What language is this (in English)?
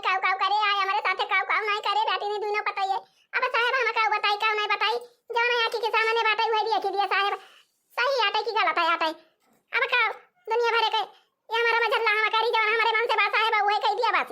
Awadhi